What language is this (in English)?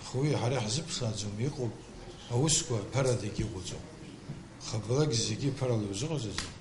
Abkhazian